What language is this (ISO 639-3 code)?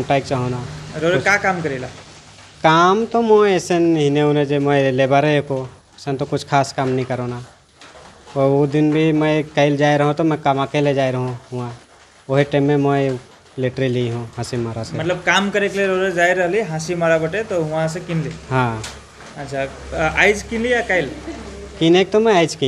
sck